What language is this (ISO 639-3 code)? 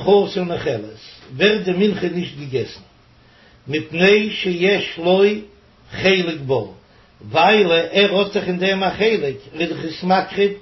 yid